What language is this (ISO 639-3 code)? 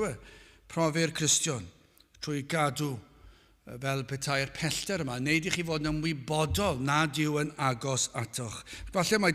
cym